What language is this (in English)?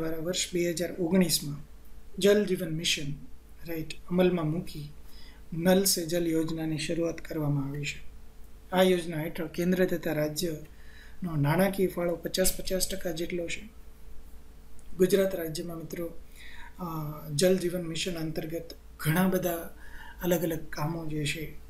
Gujarati